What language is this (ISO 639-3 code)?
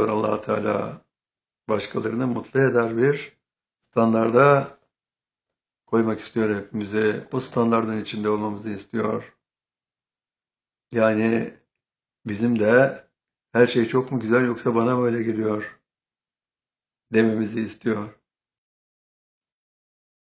tur